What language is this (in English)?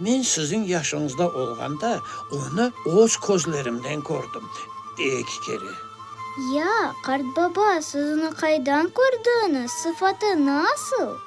Crimean Tatar